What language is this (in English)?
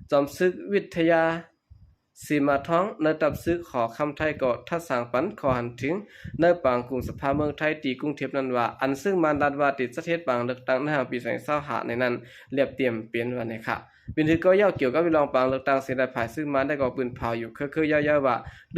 Shan